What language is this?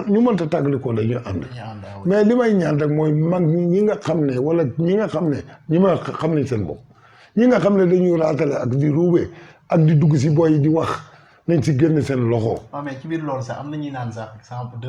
Wolof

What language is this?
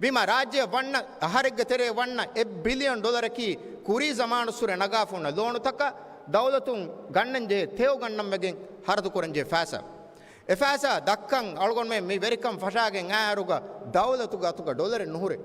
Divehi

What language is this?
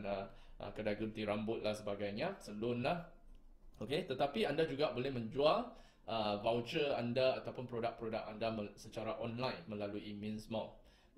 Malay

